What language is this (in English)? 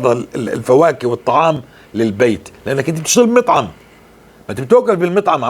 North Levantine Arabic